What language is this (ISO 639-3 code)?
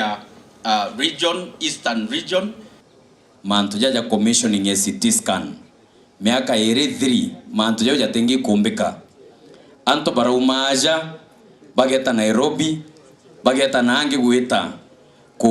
mer